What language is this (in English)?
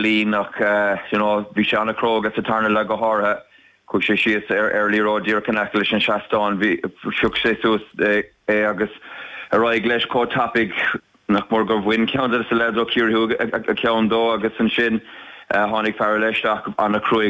Irish